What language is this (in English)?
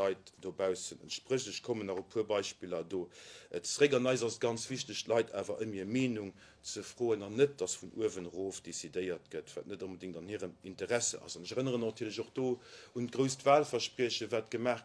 Luxembourgish